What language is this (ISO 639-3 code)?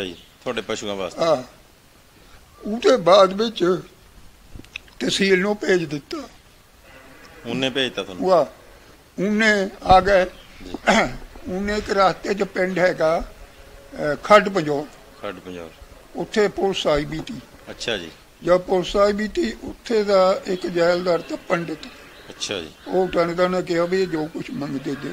pan